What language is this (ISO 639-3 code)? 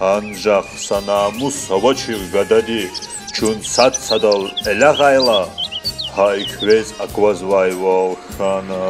lez